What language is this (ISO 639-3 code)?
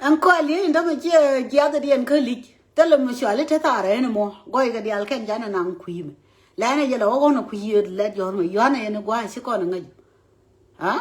nus